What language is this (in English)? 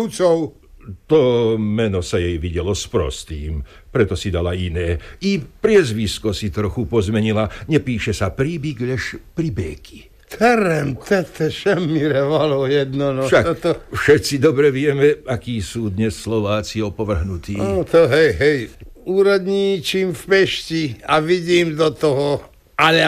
Slovak